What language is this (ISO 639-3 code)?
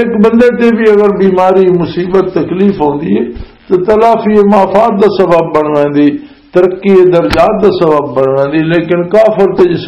lah